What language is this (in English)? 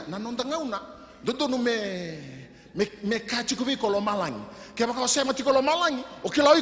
Fijian